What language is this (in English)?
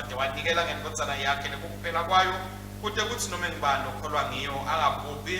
Swati